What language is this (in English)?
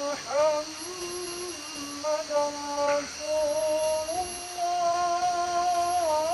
Achinese